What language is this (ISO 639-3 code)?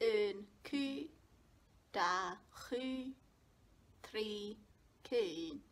gla